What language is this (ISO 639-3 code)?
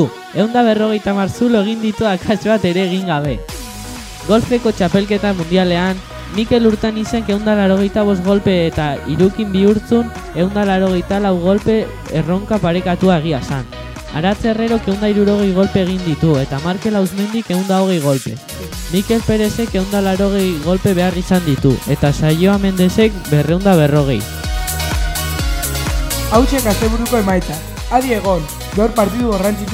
eus